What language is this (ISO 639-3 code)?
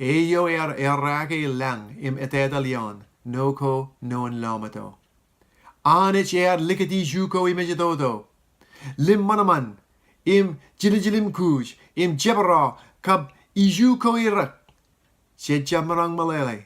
mah